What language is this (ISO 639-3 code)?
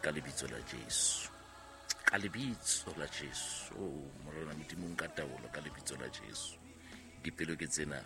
sot